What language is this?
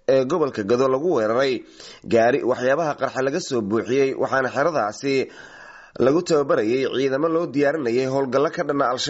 Somali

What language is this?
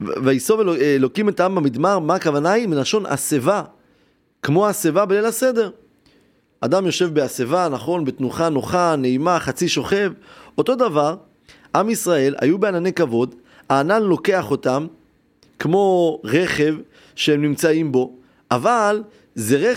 Hebrew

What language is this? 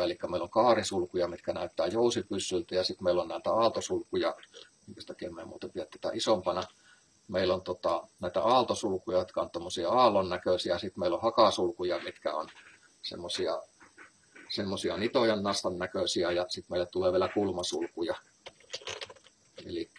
Finnish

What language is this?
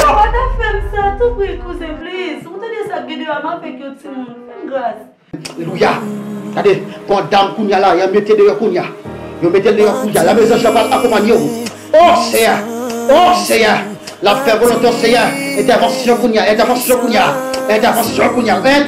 Haitian Creole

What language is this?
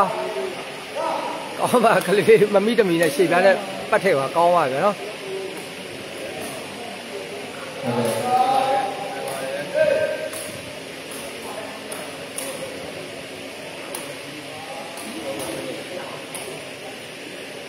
Burmese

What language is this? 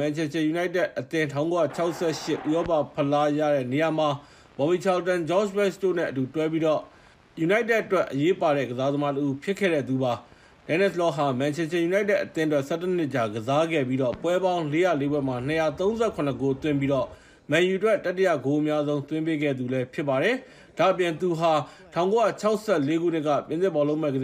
Burmese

